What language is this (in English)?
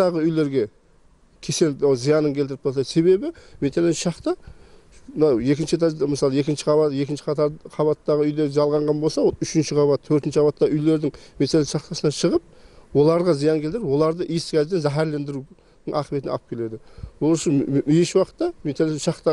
Kara-Kalpak